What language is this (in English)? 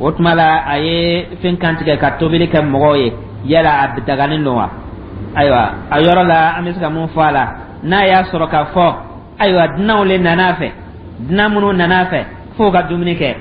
Dyula